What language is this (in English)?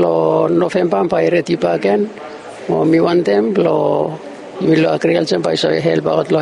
Bislama